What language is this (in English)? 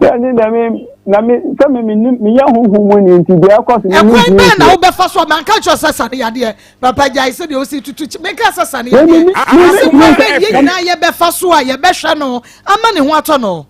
Akan